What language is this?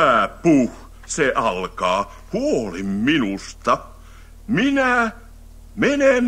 Finnish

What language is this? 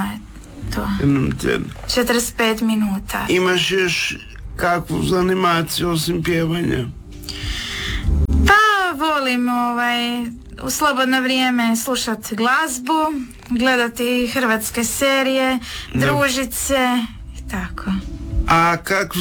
Croatian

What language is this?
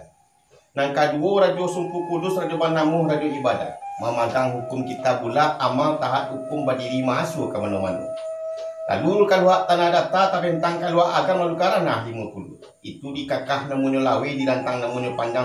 Minangkabau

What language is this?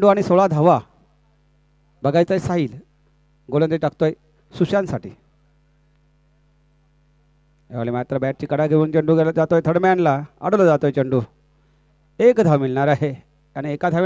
Marathi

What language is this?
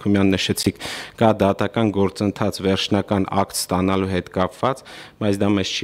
Armenian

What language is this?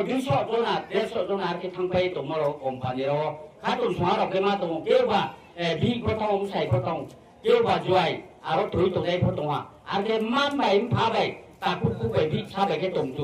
Riang (India)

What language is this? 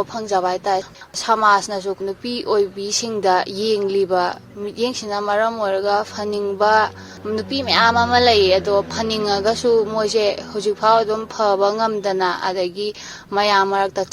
Manipuri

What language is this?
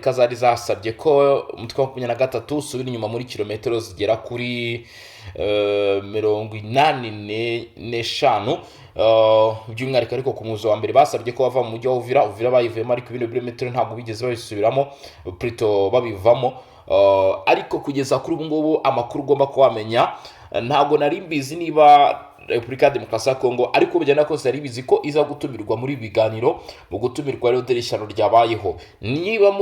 Kinyarwanda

